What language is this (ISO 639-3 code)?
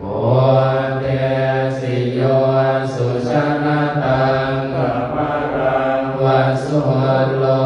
pli